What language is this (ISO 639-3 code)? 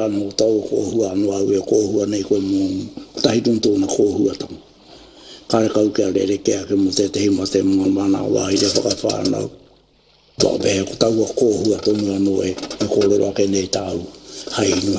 mri